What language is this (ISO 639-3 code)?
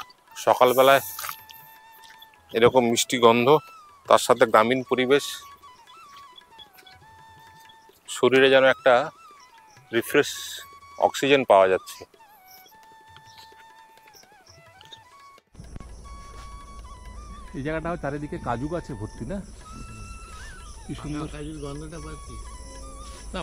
ben